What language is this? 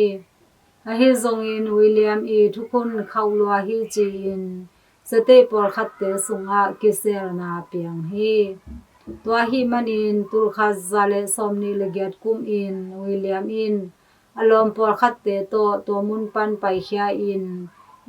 Tedim Chin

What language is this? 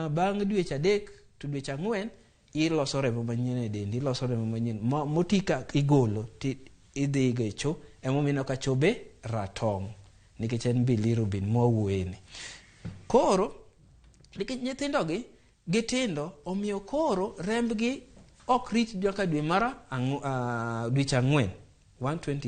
Luo (Kenya and Tanzania)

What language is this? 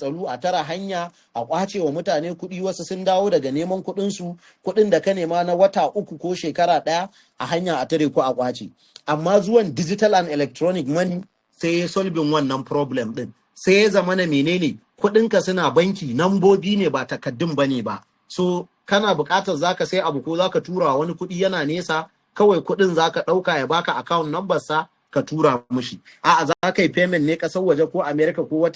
Hausa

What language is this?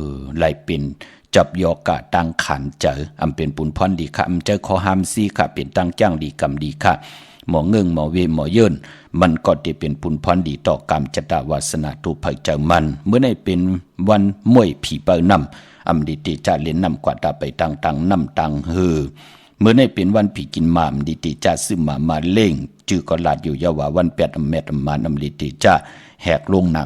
Shan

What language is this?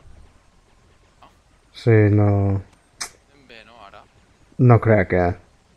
Catalan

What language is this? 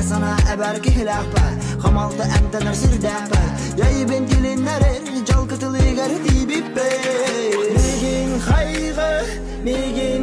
Yakut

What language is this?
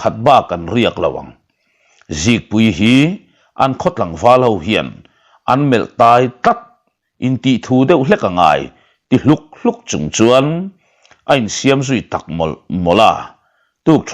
Mizo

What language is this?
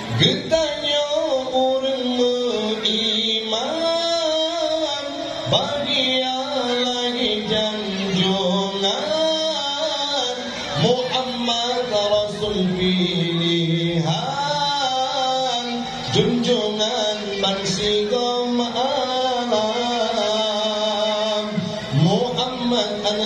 Achinese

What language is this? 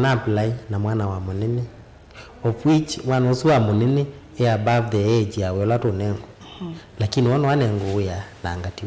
Kamba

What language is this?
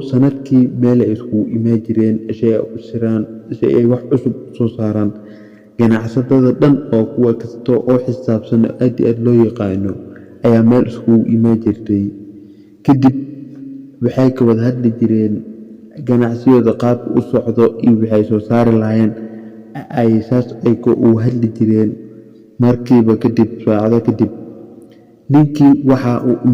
Somali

